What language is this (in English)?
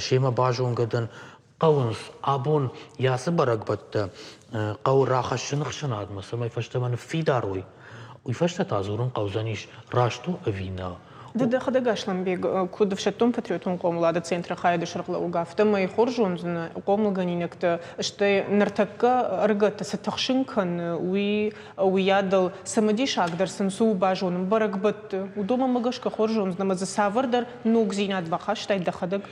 Ossetic